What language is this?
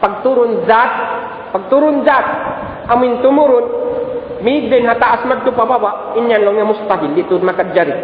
Tausug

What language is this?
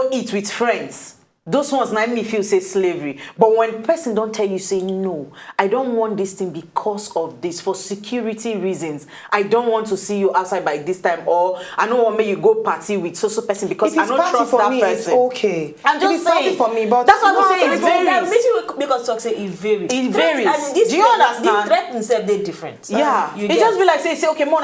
Nigerian Pidgin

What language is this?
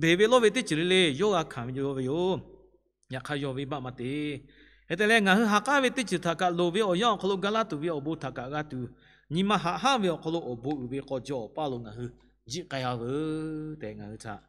Lahu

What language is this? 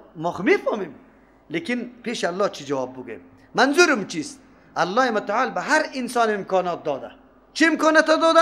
Persian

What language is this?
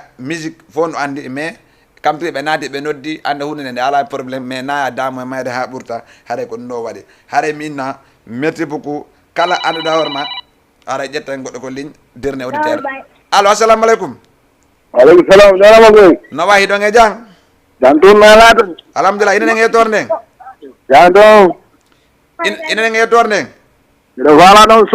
Fula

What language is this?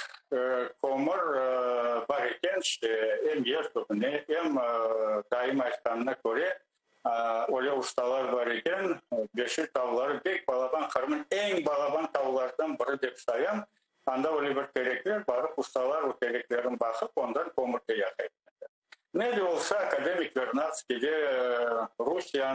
Crimean Tatar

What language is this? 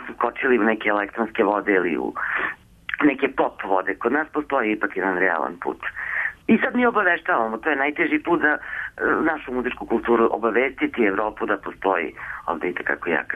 Serbian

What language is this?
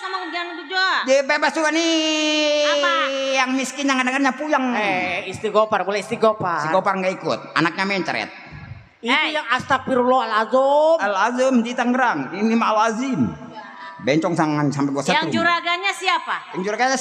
Betawi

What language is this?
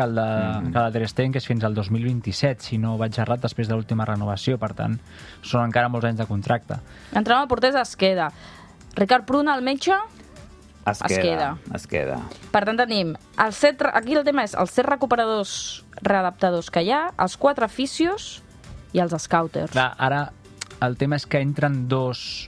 Catalan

